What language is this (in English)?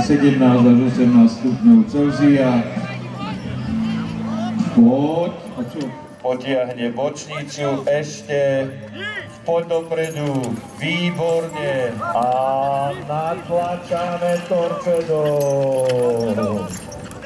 Slovak